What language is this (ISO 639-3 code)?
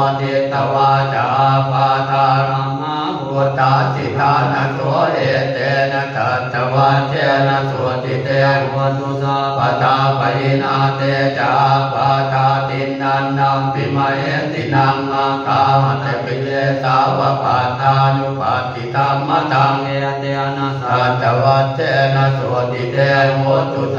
pli